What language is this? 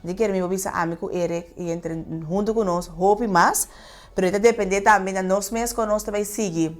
Papiamento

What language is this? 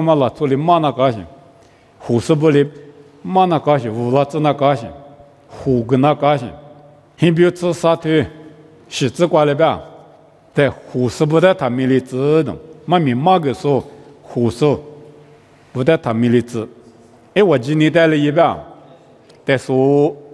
Lisu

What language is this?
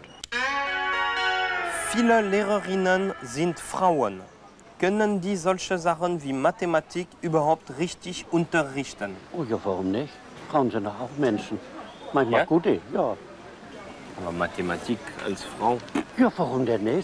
German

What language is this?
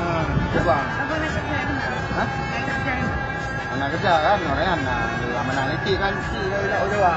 Achinese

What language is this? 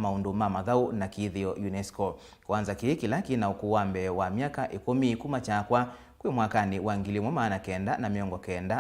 Kamba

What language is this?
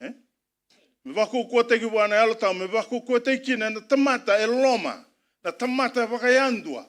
Fijian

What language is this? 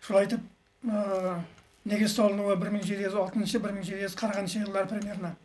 Bashkir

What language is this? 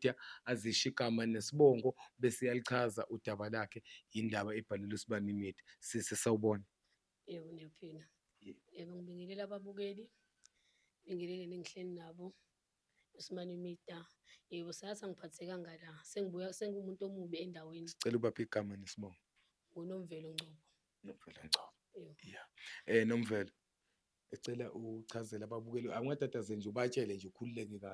Zulu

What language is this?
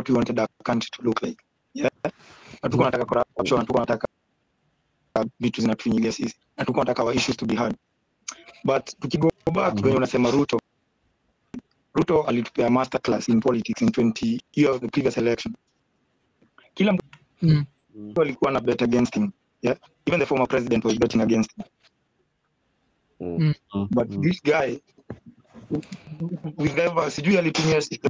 Swahili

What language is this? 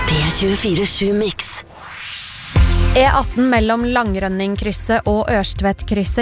Norwegian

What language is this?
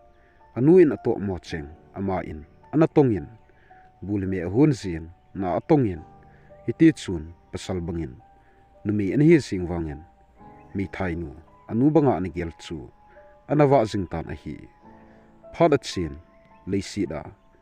Thado Chin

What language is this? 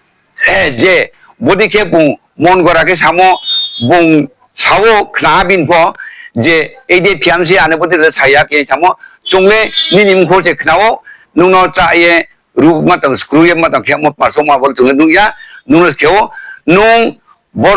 Riang (India)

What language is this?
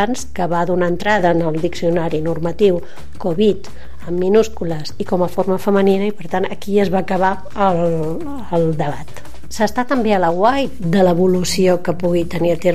Catalan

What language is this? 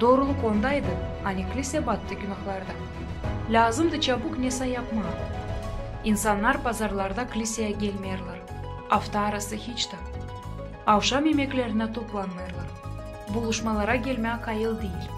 Gagauz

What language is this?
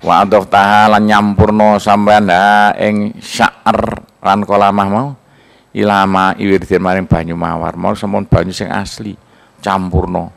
Javanese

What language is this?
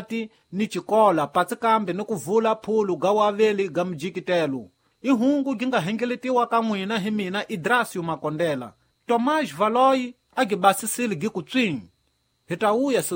Tsonga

